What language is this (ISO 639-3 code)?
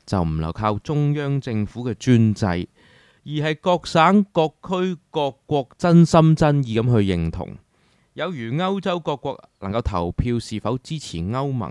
yue